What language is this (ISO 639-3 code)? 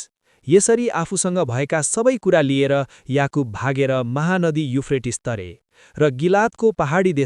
nep